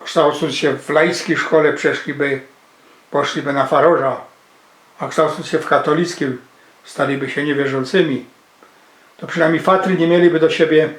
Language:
Silesian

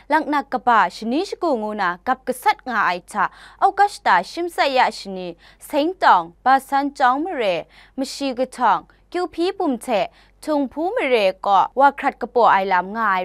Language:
Kachin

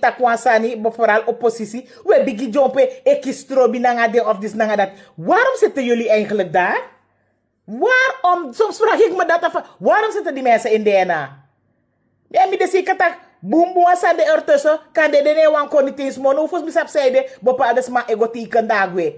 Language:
Sranan Tongo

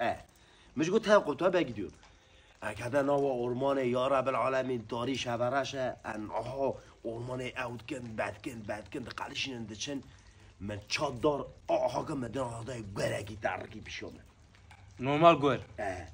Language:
Kurdish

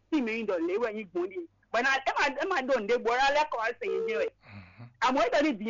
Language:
Fon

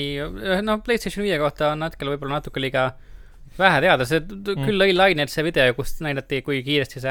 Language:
Estonian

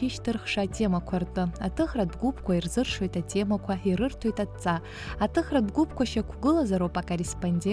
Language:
Abkhazian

